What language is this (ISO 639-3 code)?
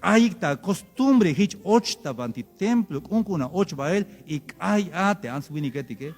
tzh